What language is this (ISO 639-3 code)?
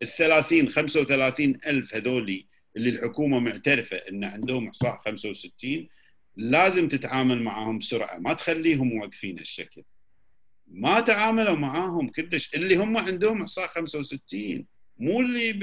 afb